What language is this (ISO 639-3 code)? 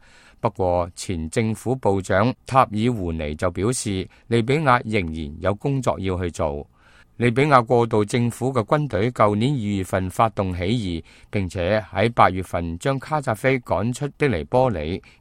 yue